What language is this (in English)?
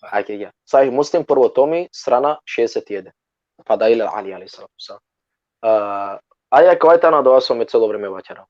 Balkan Romani